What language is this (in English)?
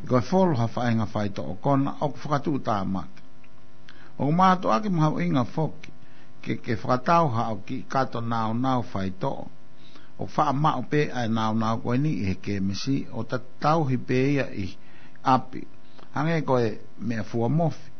Tongan